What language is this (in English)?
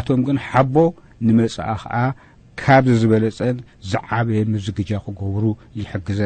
Tigrinya